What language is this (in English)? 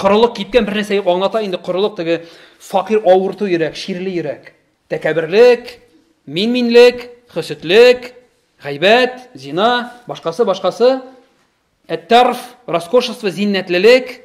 Tatar